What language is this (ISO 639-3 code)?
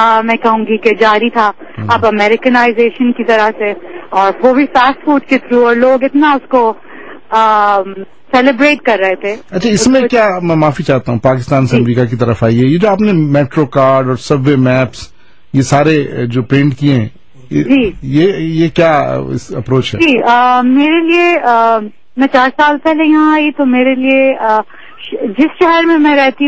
urd